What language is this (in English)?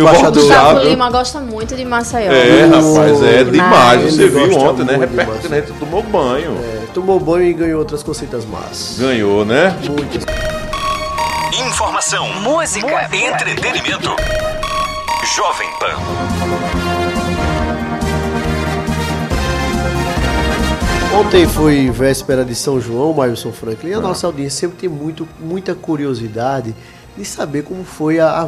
Portuguese